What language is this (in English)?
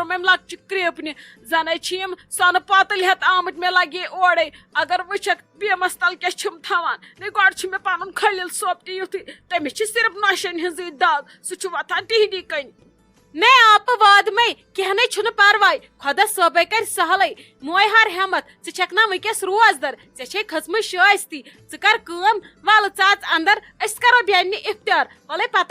Kashmiri